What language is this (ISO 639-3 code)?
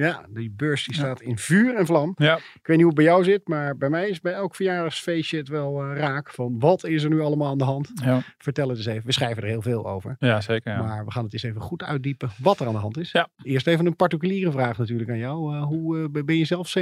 nld